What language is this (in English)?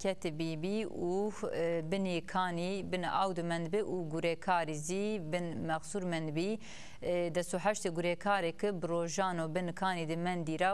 Zaza